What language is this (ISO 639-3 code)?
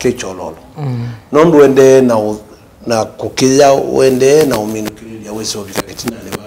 kam